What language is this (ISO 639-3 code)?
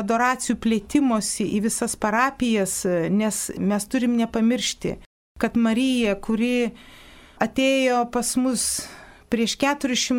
lit